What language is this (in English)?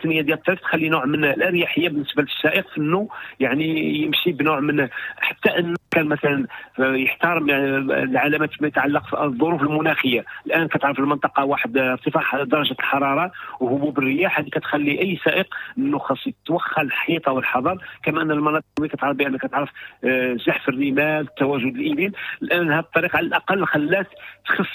Moroccan Arabic